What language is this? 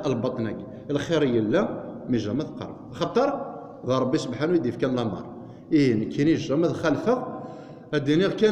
Kabyle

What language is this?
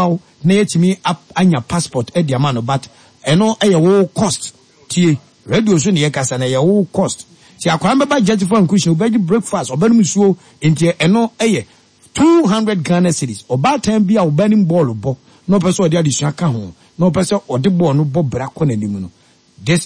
Akan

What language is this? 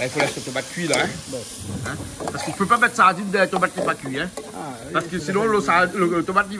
Réunion Creole French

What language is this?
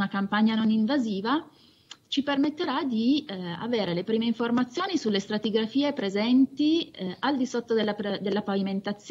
Italian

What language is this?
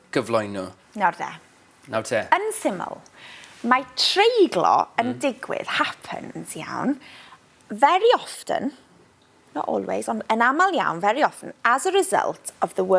Welsh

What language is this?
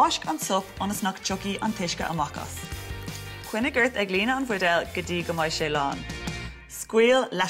Irish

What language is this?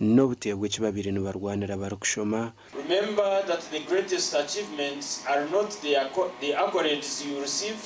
Nyankole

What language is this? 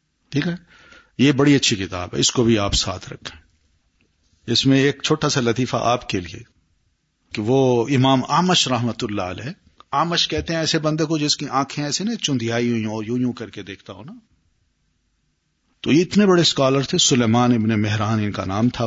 Urdu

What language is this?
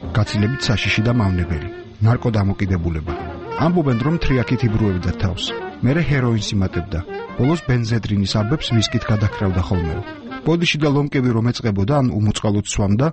Georgian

